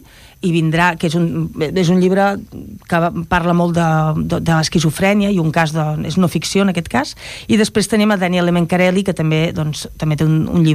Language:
Catalan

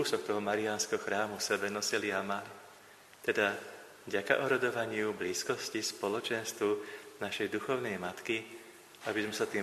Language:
Slovak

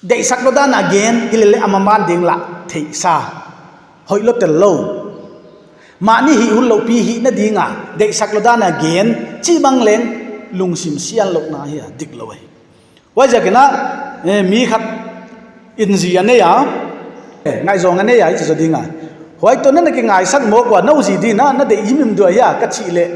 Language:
Paite Chin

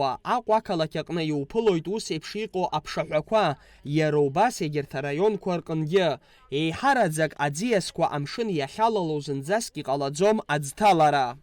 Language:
Abkhazian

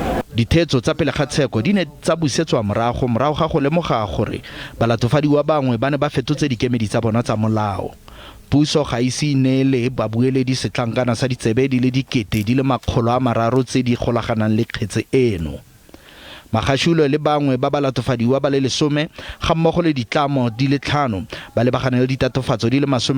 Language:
Tswana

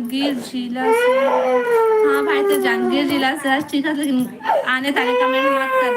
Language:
Chhattisgarhi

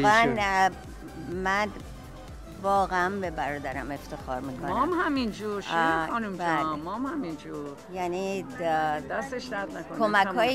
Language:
Persian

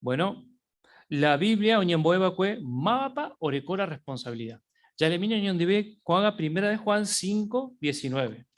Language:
Guarani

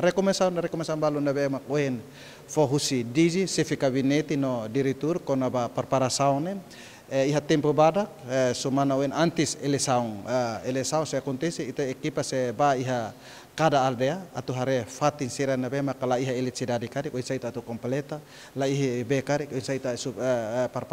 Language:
Tetum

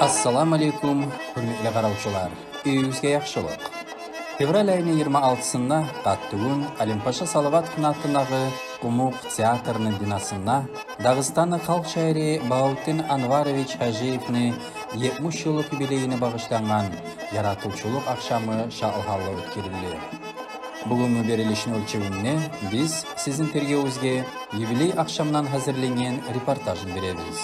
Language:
Kumyk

